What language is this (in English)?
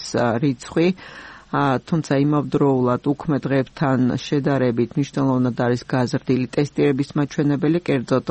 Georgian